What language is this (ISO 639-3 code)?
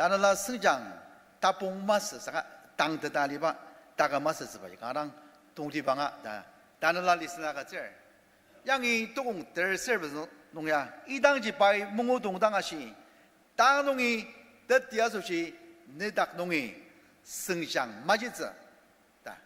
njo